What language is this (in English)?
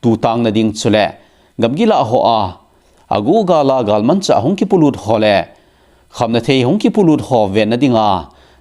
Thado Chin